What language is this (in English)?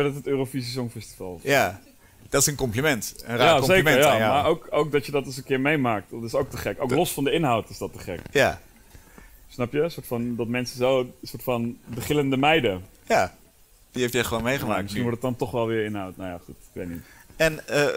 Dutch